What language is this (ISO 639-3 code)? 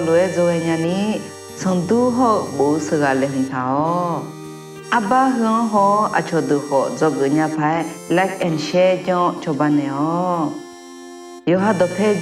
ahk